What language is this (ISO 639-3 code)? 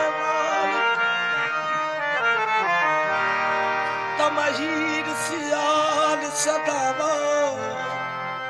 pan